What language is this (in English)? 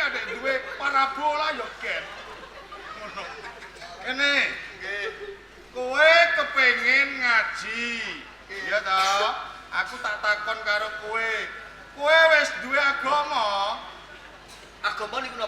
Javanese